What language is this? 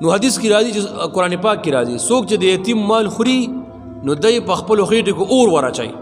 Pashto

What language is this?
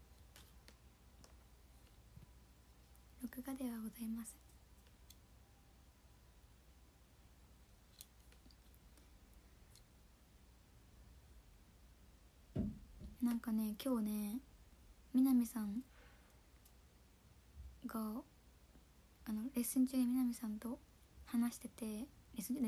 Japanese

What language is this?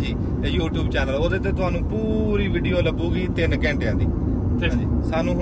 Punjabi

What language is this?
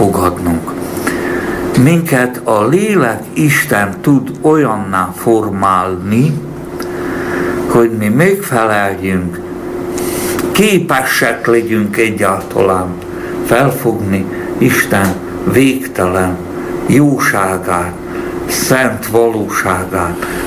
Hungarian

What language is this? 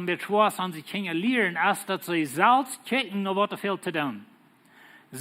Plautdietsch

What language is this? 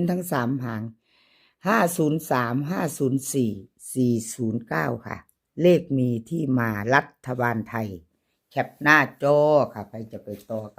Northeastern Thai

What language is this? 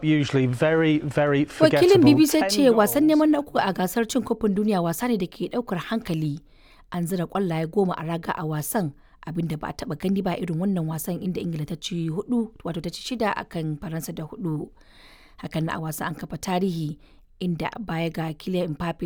Hausa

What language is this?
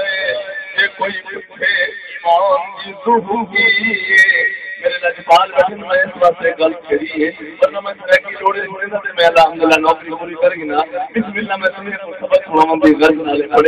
Saraiki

